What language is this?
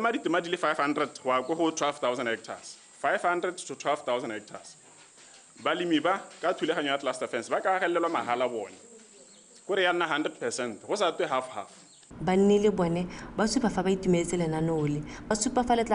Tswana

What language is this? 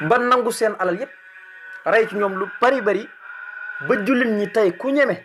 Wolof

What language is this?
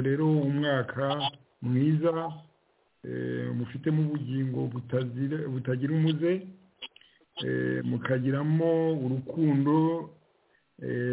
Kinyarwanda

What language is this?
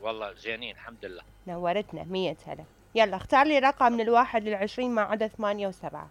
Mesopotamian Arabic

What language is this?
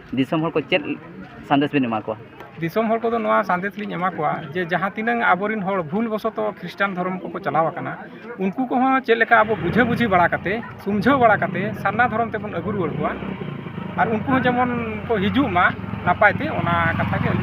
Santali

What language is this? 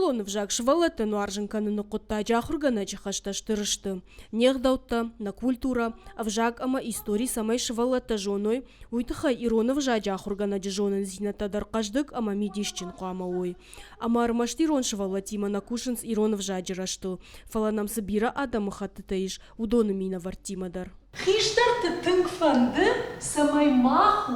Ossetic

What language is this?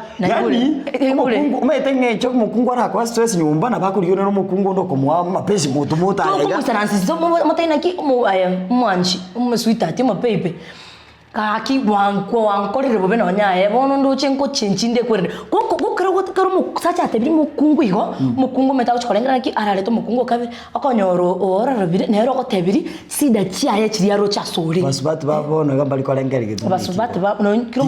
Gusii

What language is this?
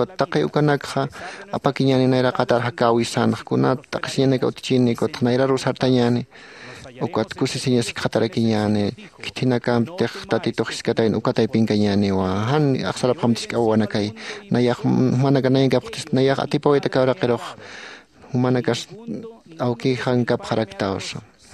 Aymara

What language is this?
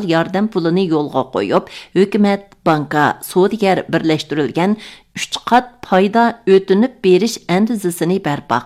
Uyghur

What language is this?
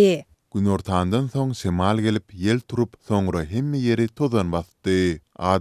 Turkmen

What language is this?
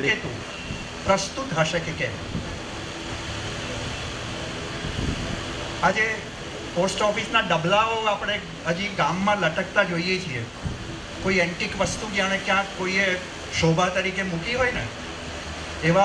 Gujarati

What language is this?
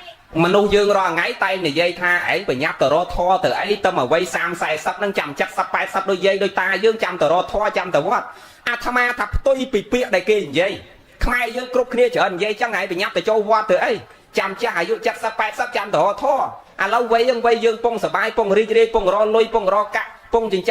Khmer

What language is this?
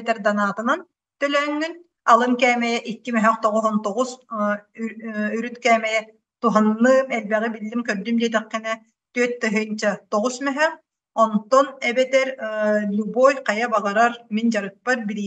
Yakut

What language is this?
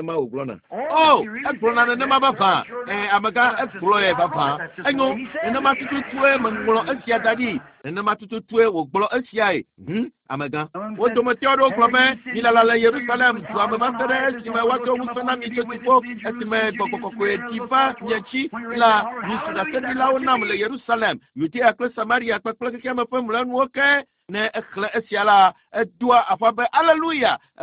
Ewe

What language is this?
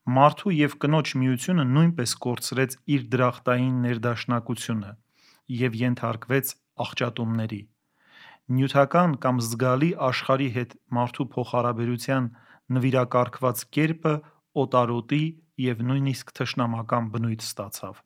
Armenian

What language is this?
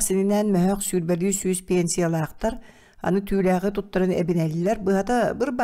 Yakut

